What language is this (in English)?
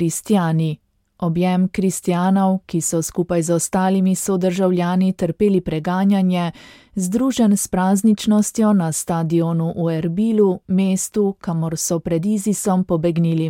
Slovenian